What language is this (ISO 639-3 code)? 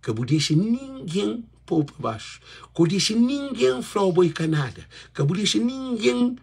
kea